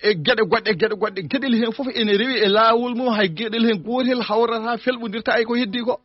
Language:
Fula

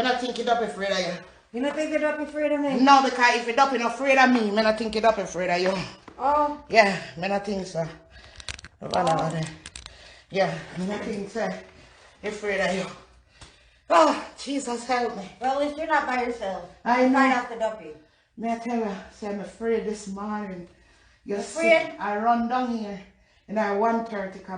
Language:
Jamaican Creole English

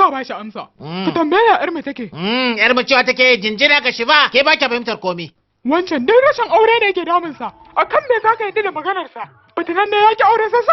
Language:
Hausa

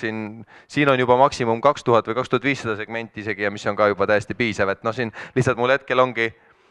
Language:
Estonian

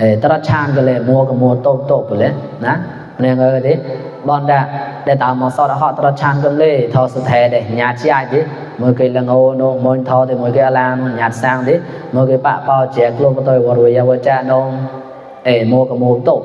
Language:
Mon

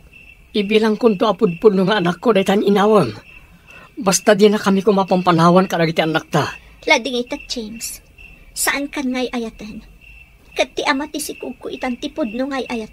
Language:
Iloko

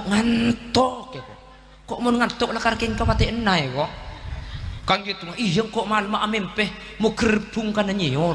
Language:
Madurese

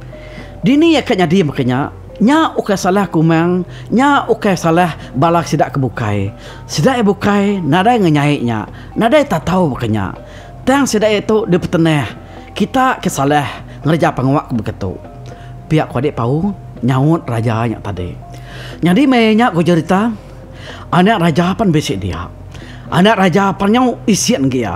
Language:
Iban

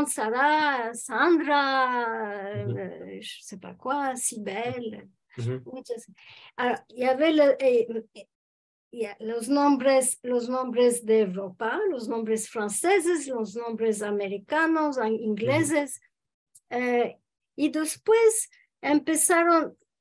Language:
Ladino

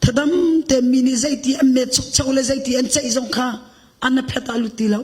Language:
Hakha Chin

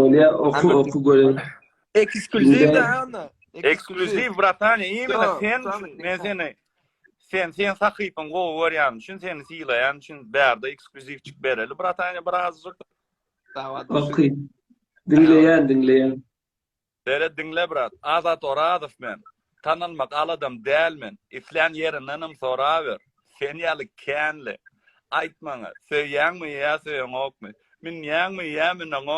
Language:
Turkmen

